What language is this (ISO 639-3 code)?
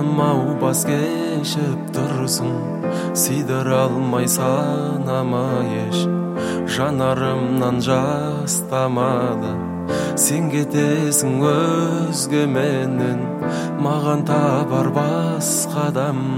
kaz